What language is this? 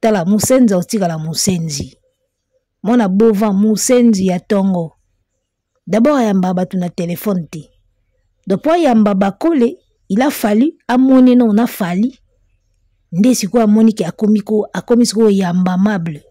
Lingala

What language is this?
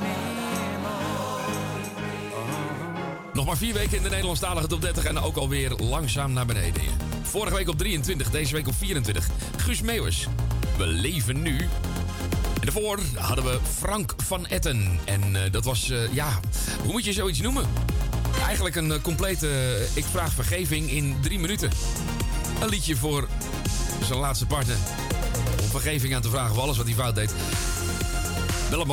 Dutch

